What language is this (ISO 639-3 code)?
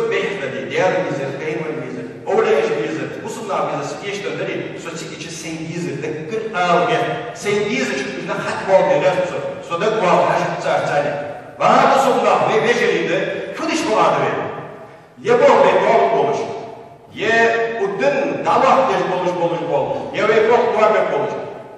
inh